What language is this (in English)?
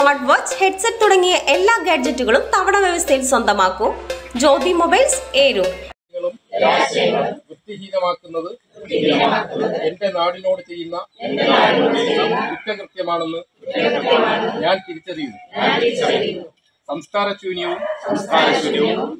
Malayalam